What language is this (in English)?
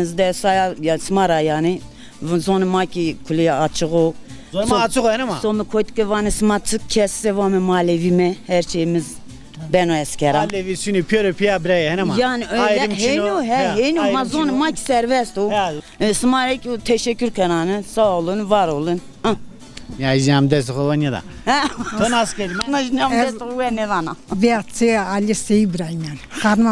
Zaza